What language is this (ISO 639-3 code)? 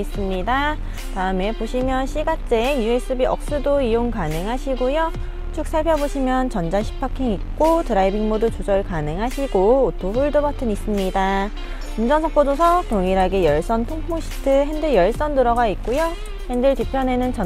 kor